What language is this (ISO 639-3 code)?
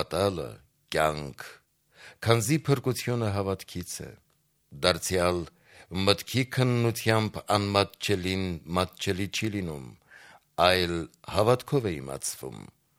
hye